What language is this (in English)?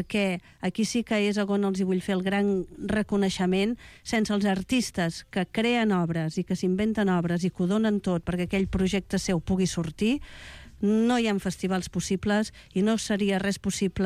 Catalan